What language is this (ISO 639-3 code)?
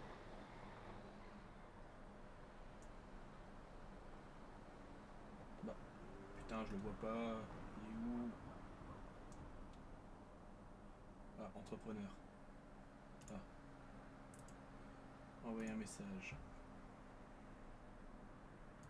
fra